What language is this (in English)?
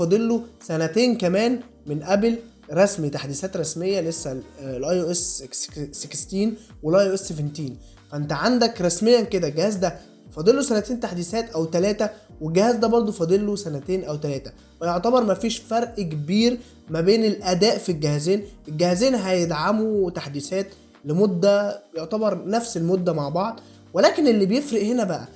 Egyptian Arabic